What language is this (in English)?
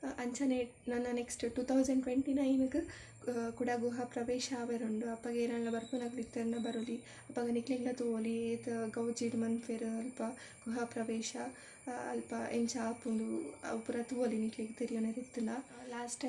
Tulu